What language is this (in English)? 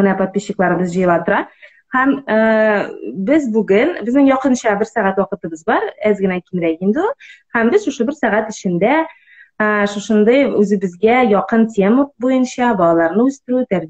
Tatar